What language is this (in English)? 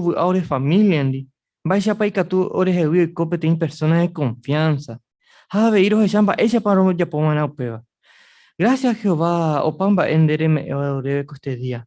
Guarani